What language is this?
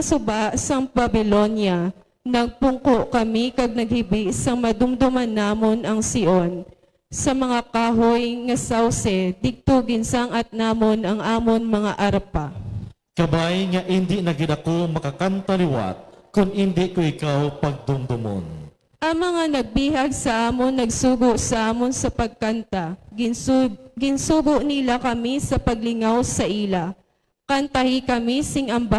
Hiligaynon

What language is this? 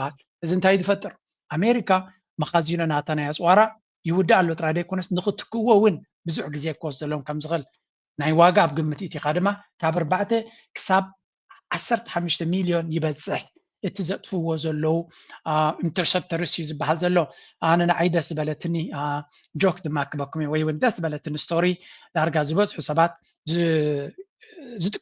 Tigrinya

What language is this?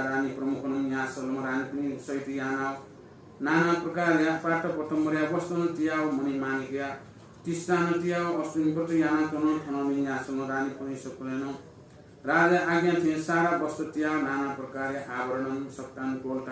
Newari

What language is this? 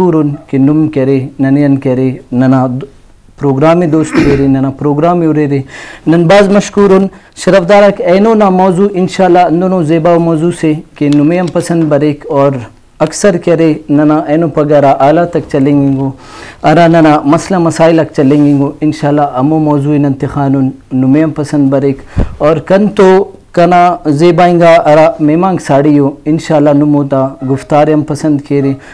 Brahui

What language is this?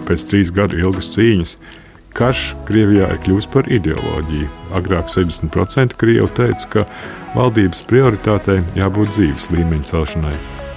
Latvian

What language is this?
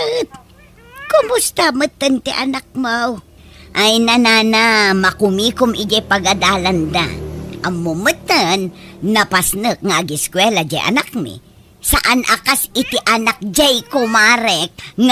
Iloko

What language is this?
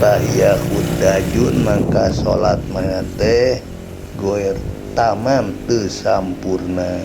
Sundanese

